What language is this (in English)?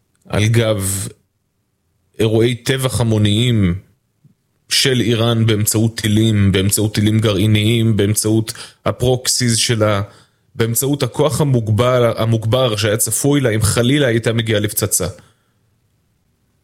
Hebrew